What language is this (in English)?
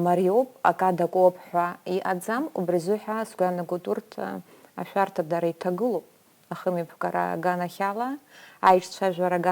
Abkhazian